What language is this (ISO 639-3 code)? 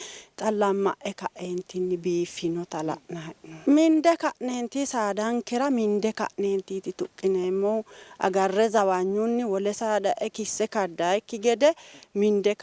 sid